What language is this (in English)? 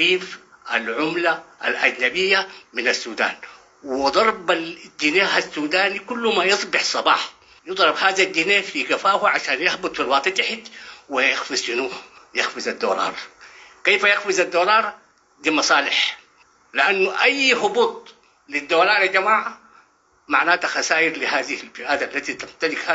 Sudanese Arabic